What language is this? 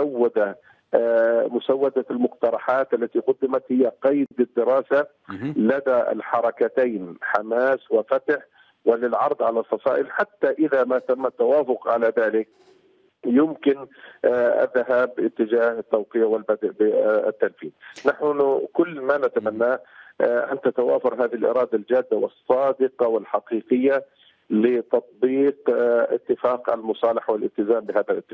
Arabic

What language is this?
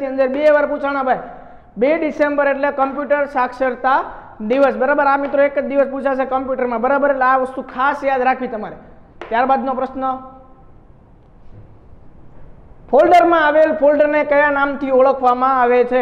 Gujarati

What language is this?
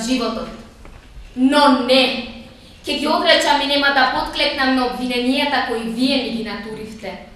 Macedonian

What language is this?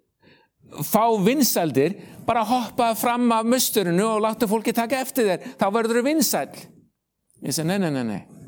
Icelandic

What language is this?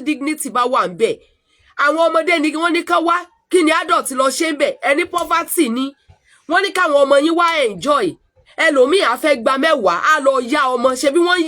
Yoruba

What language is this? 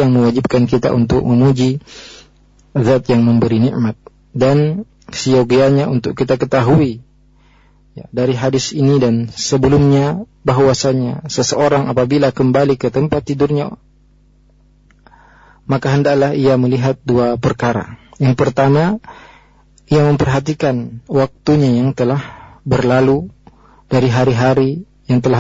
Indonesian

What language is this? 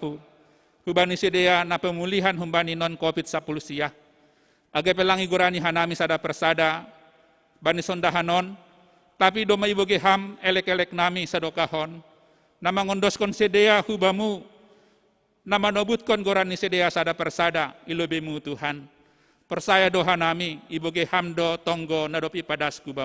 Batak Simalungun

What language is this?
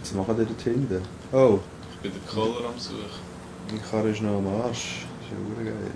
Swiss German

